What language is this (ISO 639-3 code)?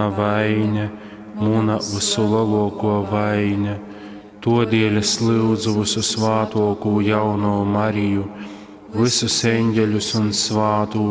ltg